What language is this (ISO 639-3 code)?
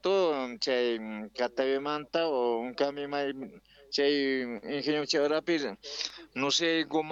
quh